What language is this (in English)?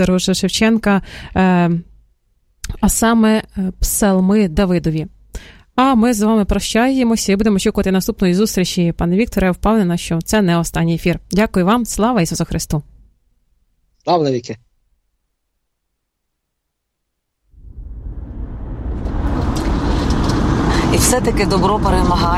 Ukrainian